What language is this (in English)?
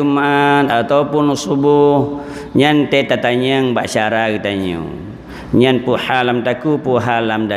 Achinese